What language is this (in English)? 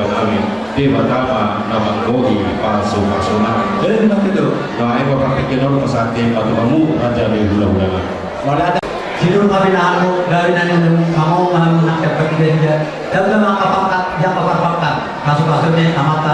Batak Toba